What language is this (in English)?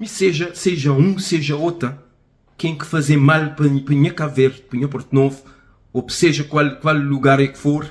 Kabuverdianu